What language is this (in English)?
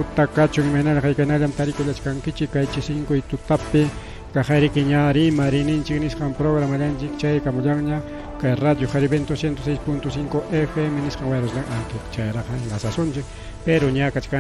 Ayacucho Quechua